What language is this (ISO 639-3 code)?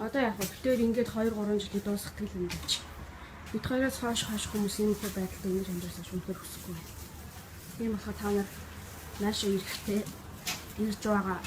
mon